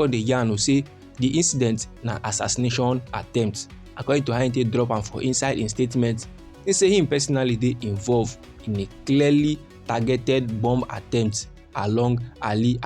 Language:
Nigerian Pidgin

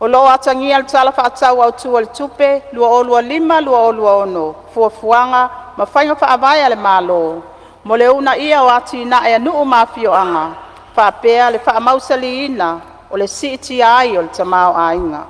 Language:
Samoan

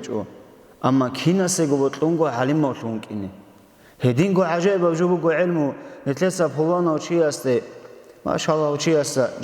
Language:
Avaric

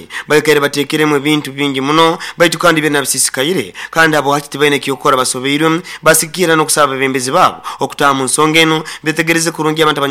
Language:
Nyoro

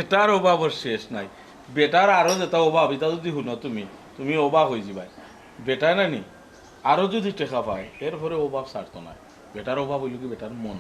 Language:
Sylheti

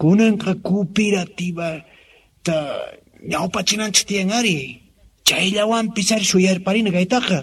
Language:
Quechua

